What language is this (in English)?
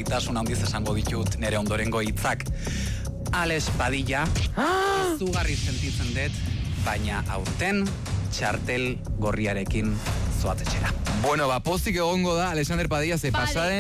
Basque